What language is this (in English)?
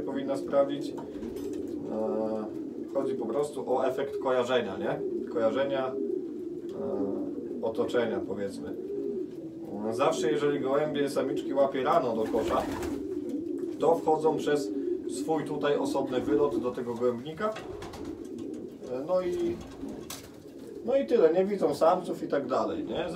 Polish